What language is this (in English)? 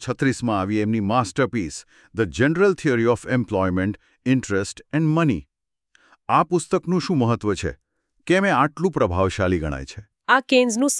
Gujarati